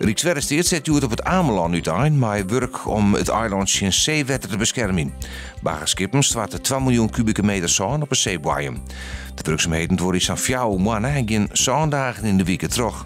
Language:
Western Frisian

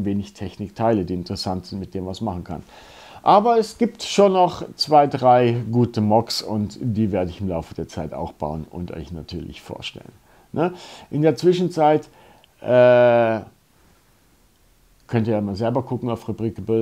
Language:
German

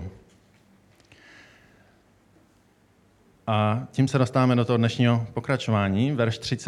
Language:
Czech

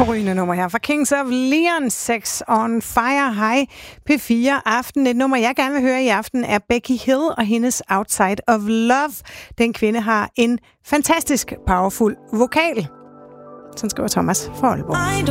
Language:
Danish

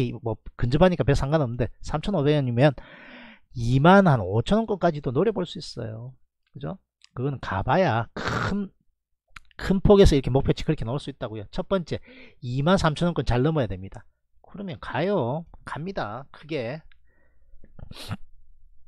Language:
Korean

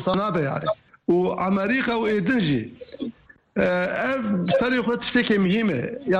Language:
Kurdish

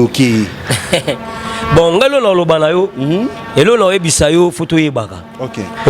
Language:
Lingala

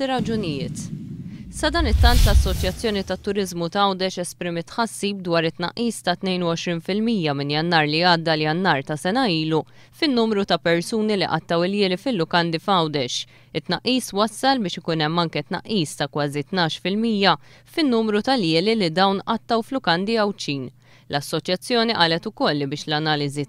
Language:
Maltese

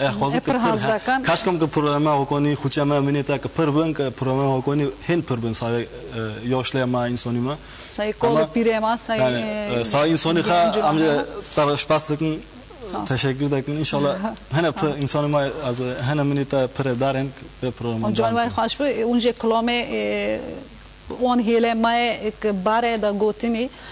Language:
Kurdish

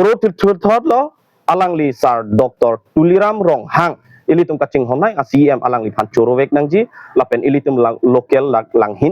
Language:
Karbi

